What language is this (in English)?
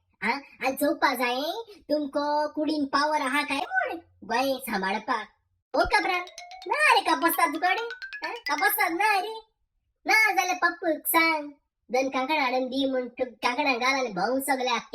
Konkani